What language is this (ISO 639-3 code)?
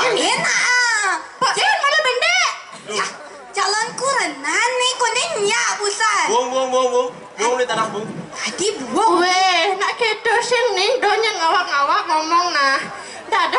ban